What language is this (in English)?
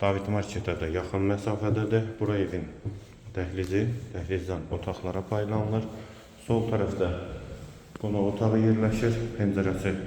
Azerbaijani